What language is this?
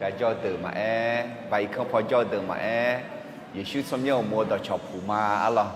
Akha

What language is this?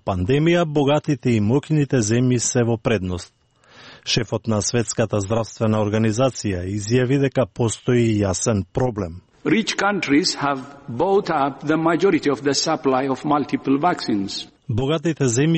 Macedonian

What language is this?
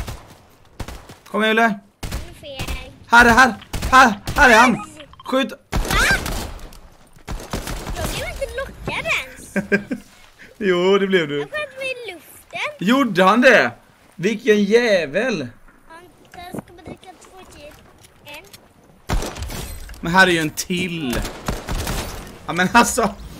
Swedish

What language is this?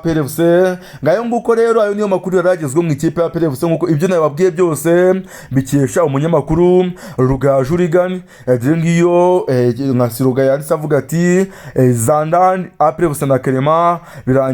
Kinyarwanda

